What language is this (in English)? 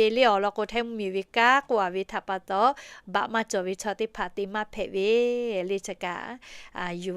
Lahu